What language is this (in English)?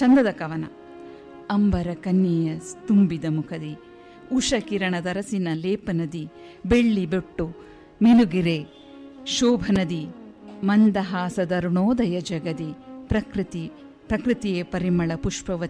Kannada